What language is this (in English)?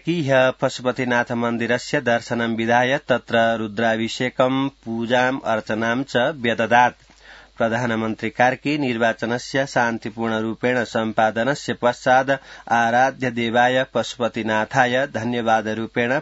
Sanskrit